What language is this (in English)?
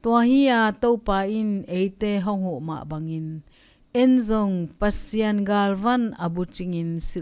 Tedim Chin